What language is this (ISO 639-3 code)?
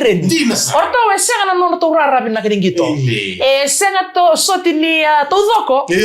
fij